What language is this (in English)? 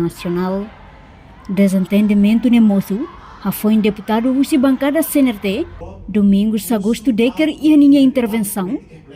Tetum